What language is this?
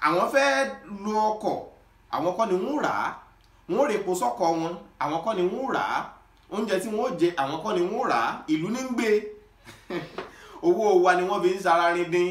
Yoruba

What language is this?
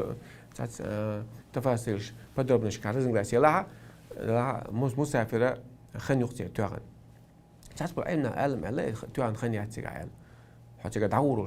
Chechen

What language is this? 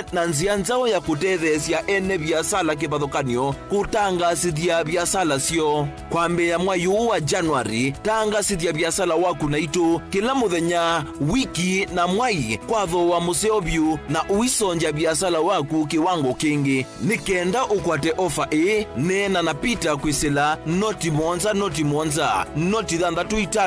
Kamba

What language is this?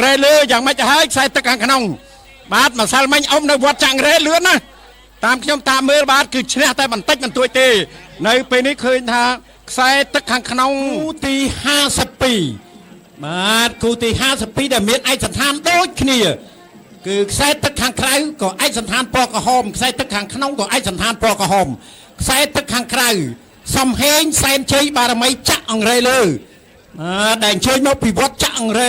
Khmer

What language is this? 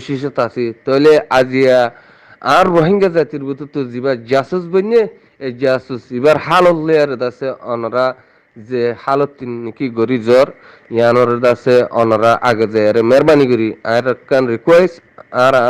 Rohingya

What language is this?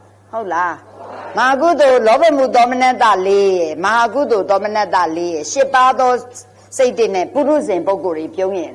Burmese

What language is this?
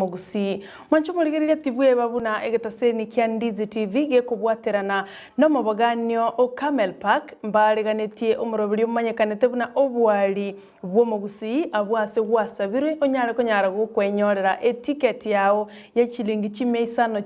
Gusii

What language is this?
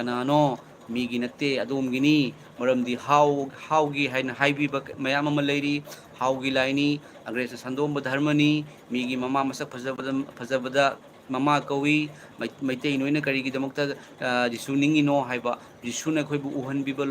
Manipuri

